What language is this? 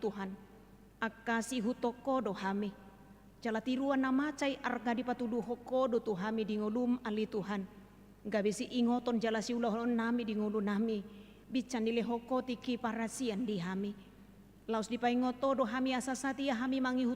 Batak Toba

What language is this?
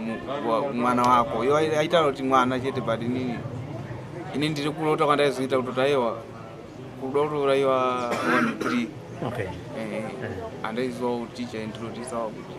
Shona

